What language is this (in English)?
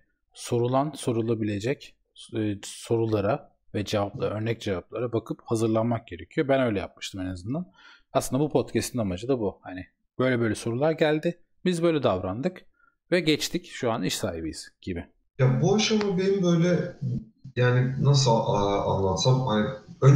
Turkish